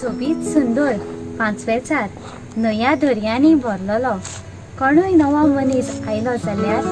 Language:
Konkani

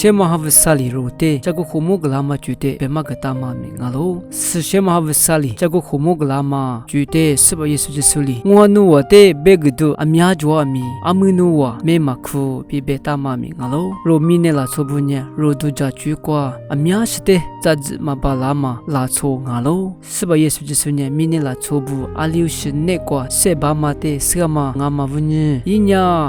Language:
Lisu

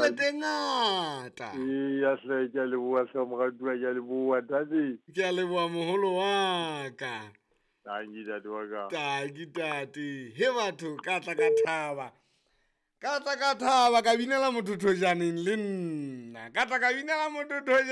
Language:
Southern Sotho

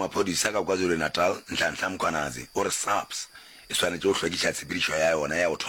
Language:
Northern Sotho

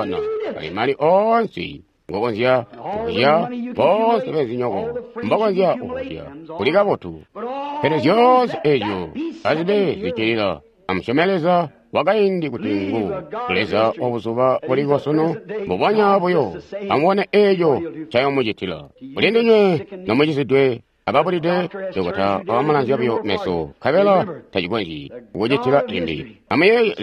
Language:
Tonga (Zambia)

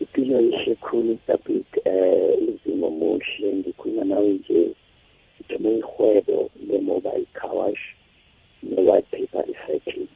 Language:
South Ndebele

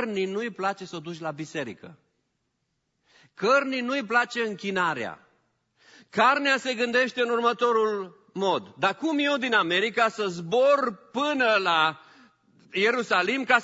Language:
Romanian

